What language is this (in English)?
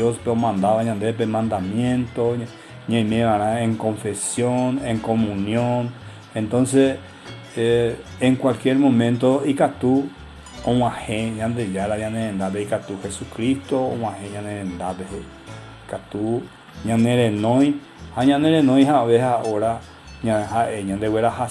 Guarani